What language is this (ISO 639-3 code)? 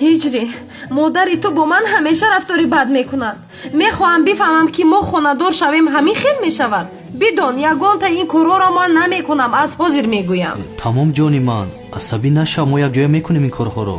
tgk